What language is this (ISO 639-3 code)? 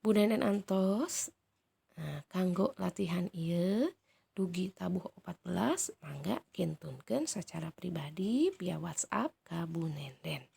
sun